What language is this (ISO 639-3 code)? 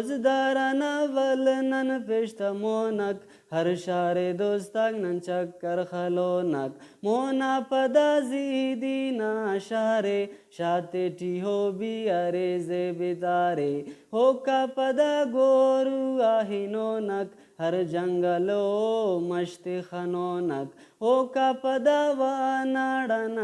brh